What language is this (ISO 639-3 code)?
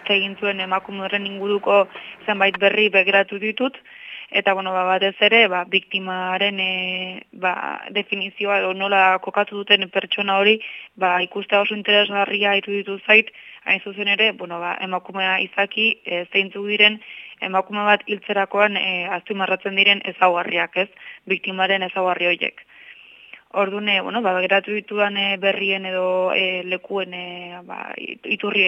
eus